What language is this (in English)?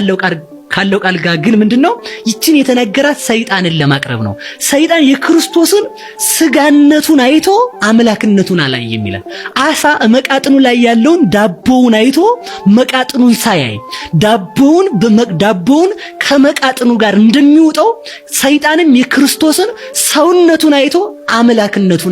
Amharic